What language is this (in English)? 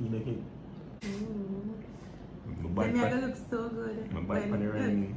Jamaican Creole English